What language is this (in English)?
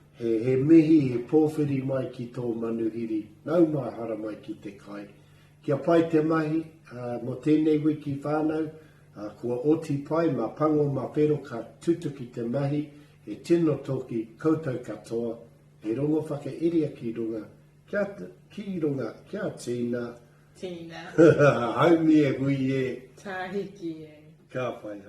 Māori